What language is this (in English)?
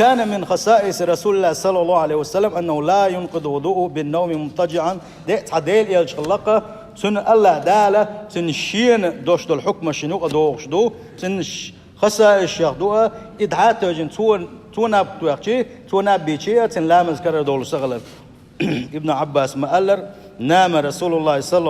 Chechen